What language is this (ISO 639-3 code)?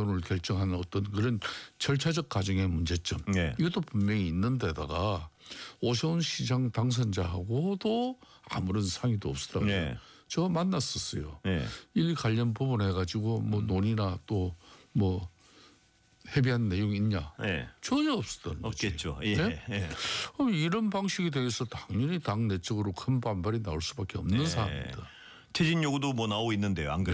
kor